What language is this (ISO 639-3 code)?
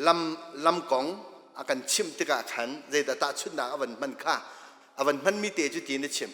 cnh